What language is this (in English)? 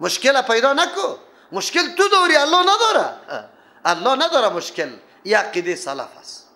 Persian